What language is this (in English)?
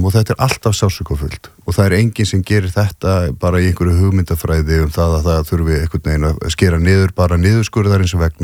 Icelandic